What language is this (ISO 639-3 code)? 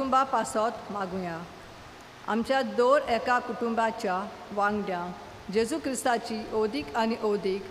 kok